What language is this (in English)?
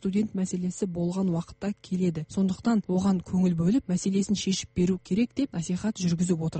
Kazakh